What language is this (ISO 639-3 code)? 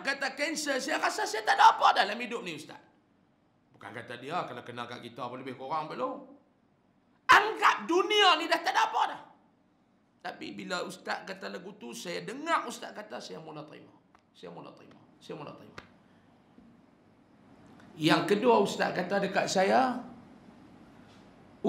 msa